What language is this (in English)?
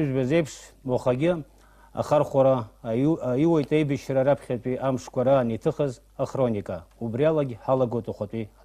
Abkhazian